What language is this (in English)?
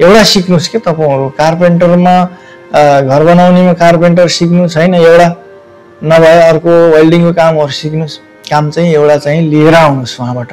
Nepali